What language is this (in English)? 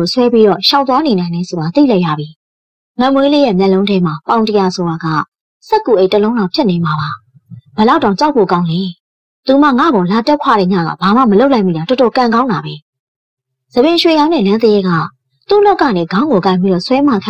Burmese